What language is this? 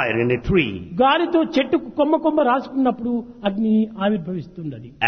Telugu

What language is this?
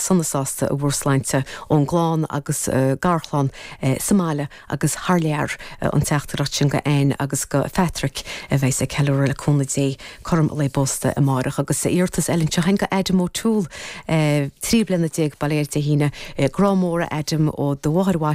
Irish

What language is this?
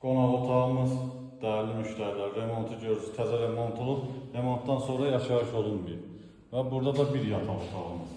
Azerbaijani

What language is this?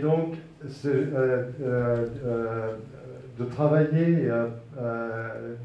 French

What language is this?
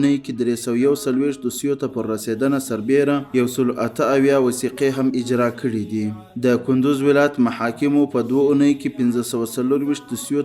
Pashto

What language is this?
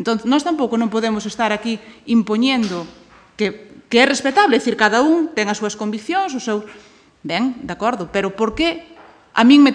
Galician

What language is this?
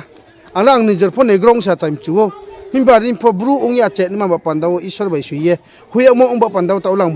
Riang (India)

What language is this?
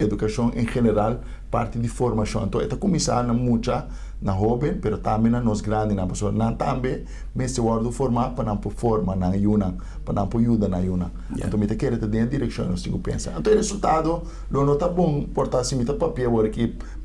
Papiamento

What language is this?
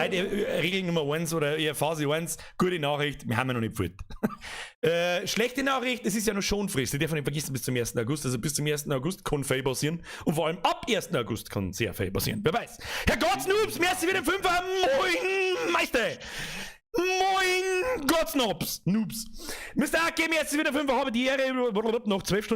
Bavarian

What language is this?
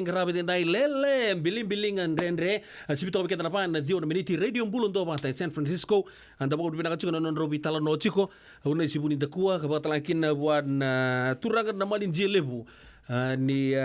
Fijian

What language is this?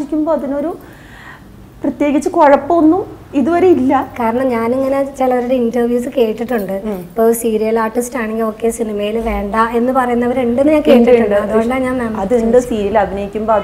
Malayalam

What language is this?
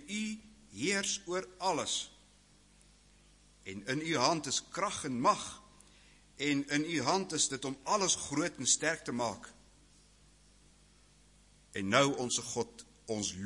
Afrikaans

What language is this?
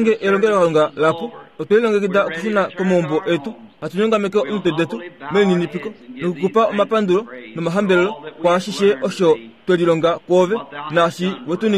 Kuanyama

